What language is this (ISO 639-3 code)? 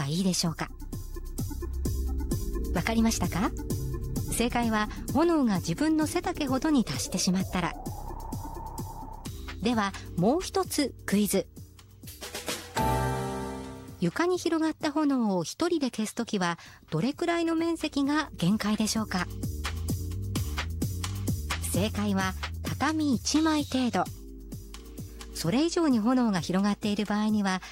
jpn